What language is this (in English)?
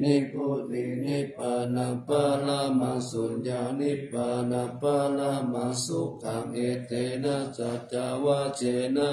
Pali